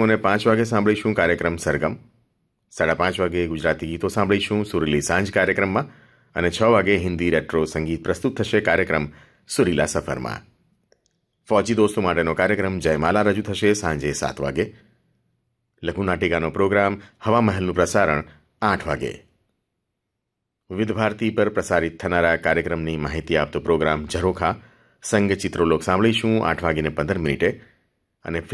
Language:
Gujarati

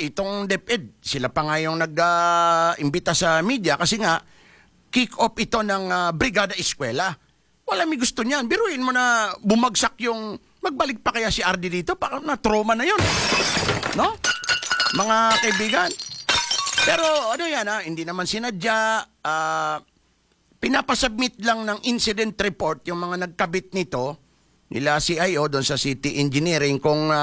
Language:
Filipino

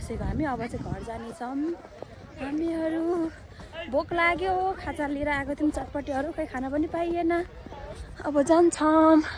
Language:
Nepali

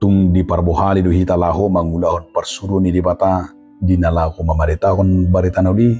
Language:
Batak Toba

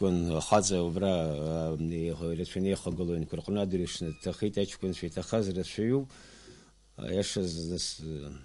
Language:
Abkhazian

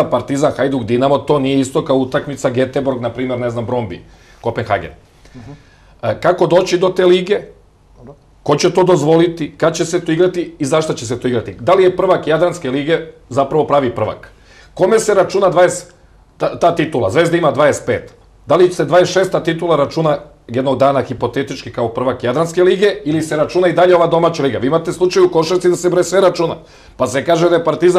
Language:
Serbian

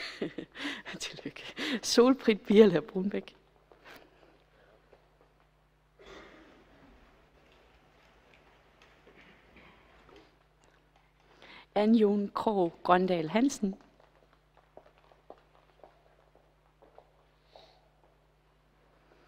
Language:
Danish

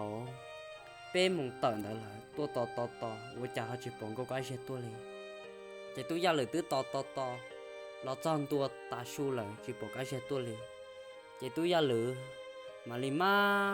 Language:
Hmong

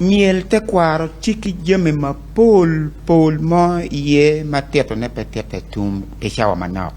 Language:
Acoli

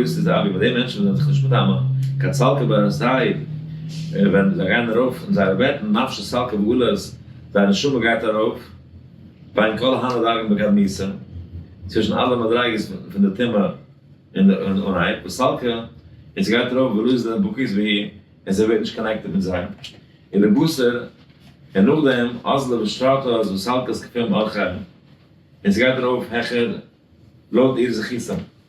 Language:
Yiddish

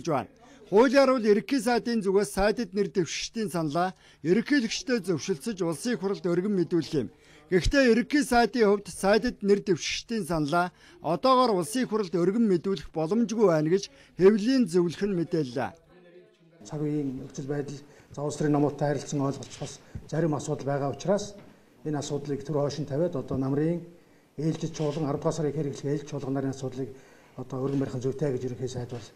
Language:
Mongolian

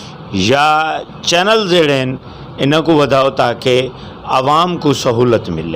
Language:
Saraiki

